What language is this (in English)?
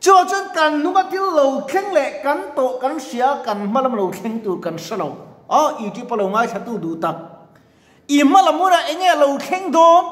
Mizo